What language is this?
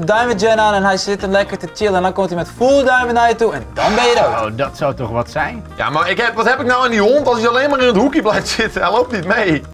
Dutch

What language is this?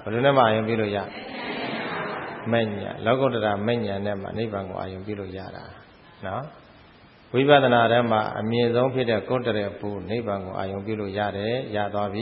Burmese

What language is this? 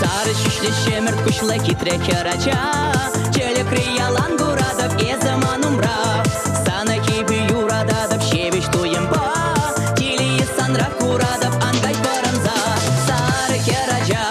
Chuvash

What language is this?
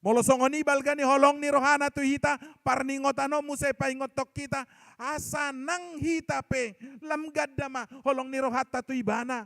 Batak Toba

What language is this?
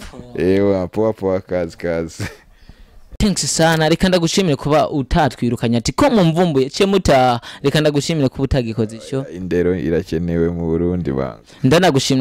Rundi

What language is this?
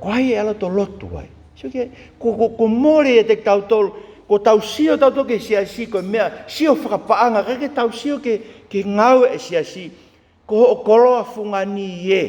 Tongan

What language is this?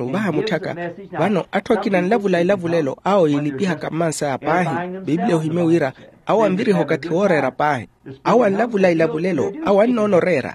Makhuwa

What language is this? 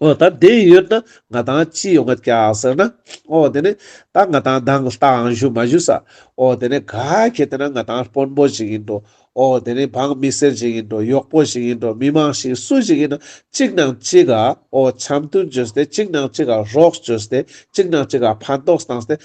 Ladakhi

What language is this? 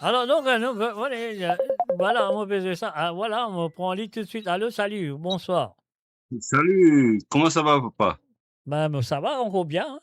Morisyen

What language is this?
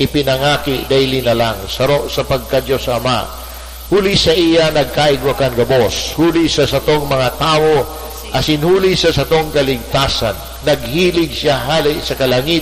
Bikol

